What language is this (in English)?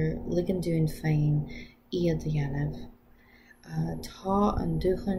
Irish